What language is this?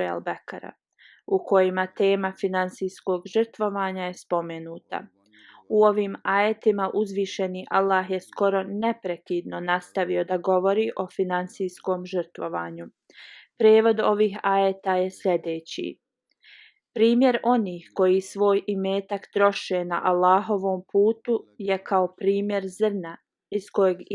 Bosnian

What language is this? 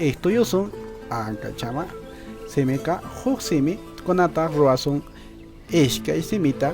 Quechua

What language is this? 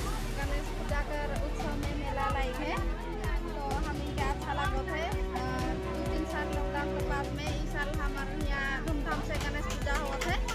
Sadri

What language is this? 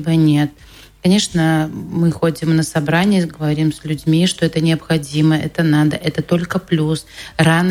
Russian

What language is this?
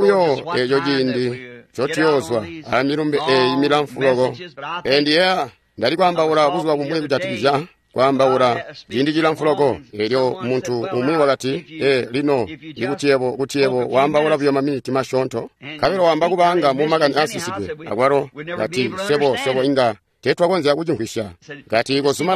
Tonga (Zambia)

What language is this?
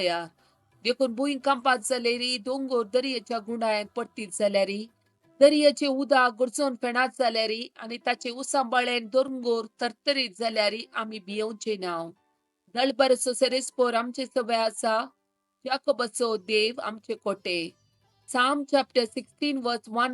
Konkani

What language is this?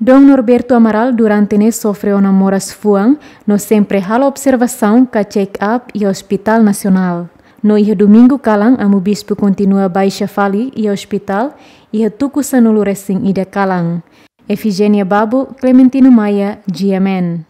Tetum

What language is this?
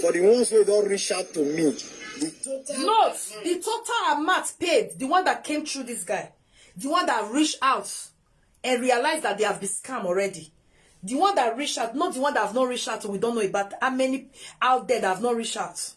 Nigerian Pidgin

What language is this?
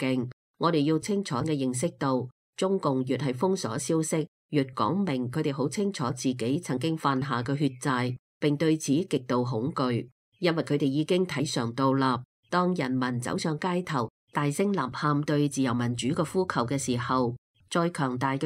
Cantonese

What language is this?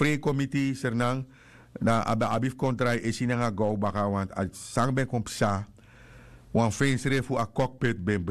Sranan Tongo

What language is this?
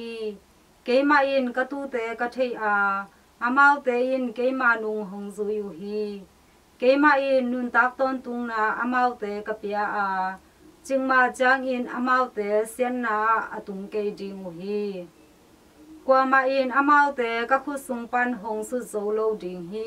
Tedim Chin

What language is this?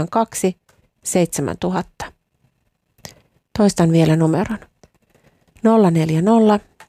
Finnish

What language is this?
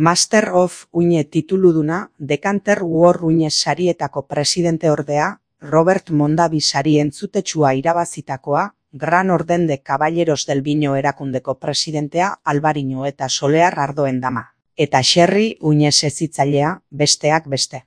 Basque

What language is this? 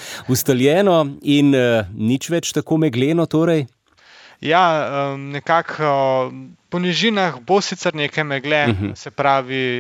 Slovenian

